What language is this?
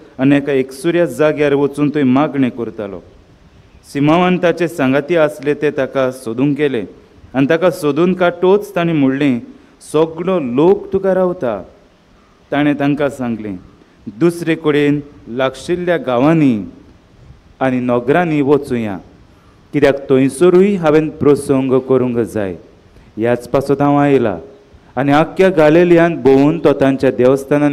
Konkani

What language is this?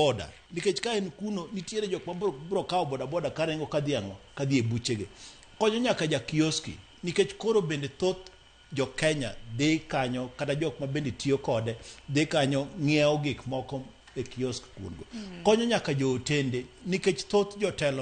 Luo (Kenya and Tanzania)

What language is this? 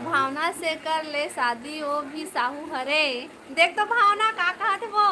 Chhattisgarhi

